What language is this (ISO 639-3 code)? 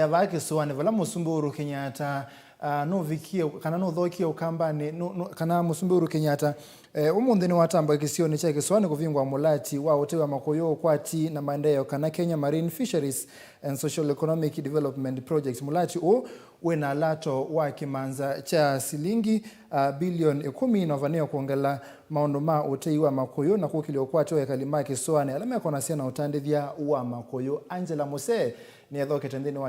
kam